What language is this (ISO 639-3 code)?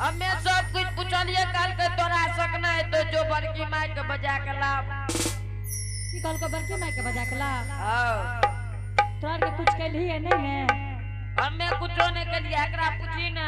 anp